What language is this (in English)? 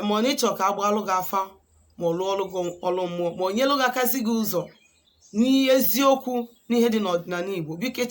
Igbo